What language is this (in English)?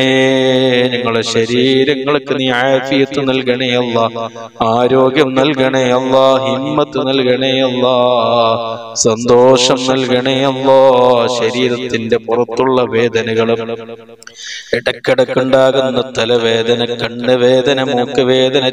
Malayalam